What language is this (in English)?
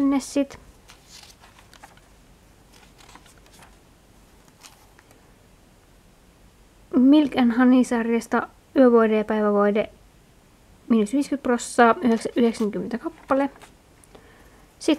Finnish